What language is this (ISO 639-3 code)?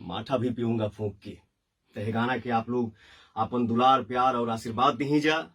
bho